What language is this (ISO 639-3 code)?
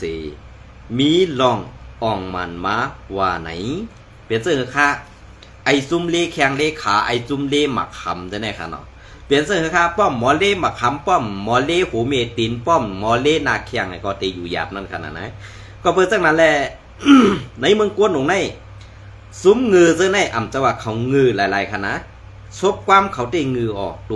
shn